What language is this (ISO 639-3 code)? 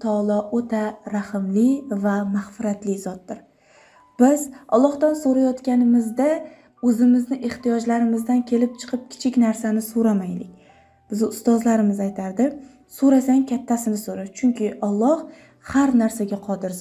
uzb